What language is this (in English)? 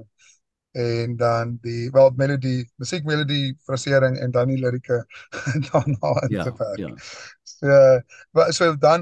Afrikaans